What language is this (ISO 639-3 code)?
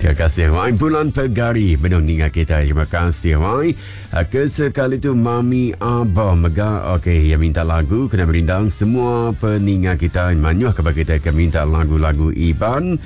iba